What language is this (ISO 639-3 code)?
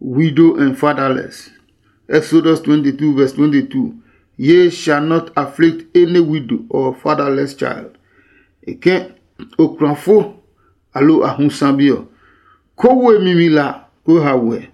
ada